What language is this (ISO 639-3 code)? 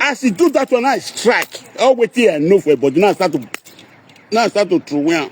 pcm